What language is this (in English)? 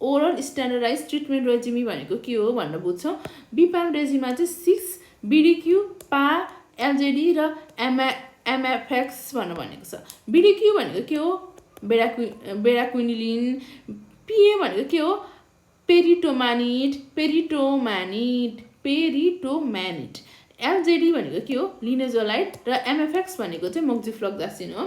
Nepali